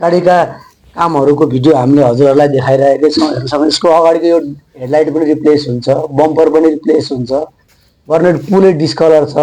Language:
Nepali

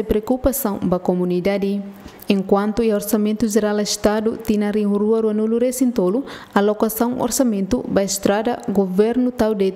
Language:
Tetum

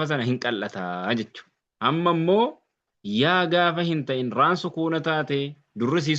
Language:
Oromo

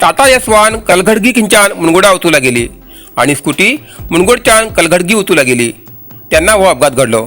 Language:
Konkani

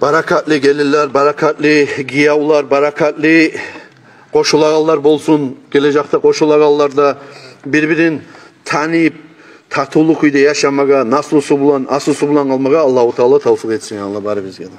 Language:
Kumyk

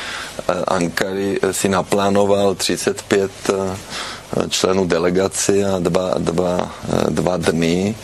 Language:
Czech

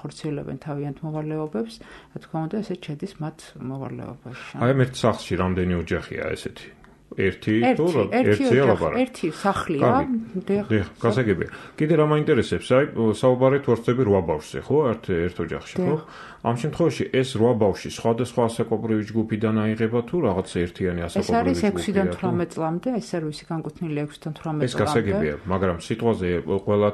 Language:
Georgian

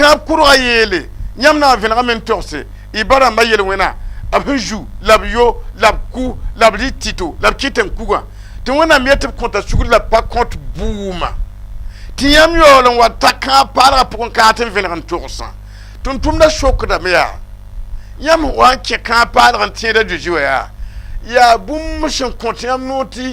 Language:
Mossi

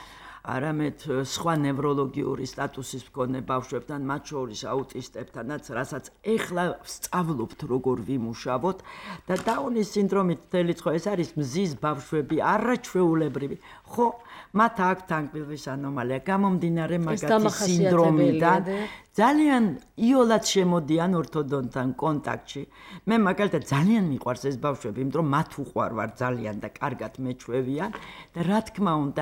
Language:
Georgian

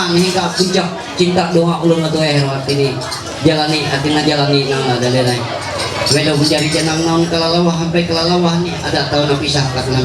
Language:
Ma'anyan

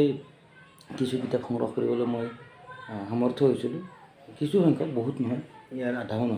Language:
Assamese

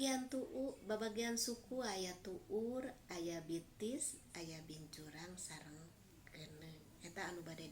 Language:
Sundanese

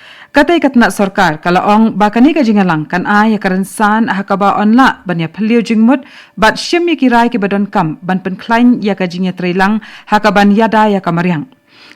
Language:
Khasi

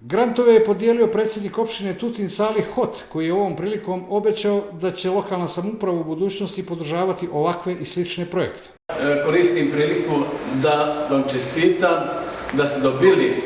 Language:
Bosnian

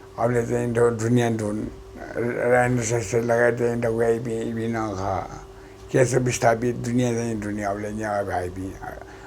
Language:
Newari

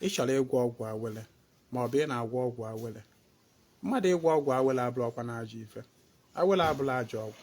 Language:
Igbo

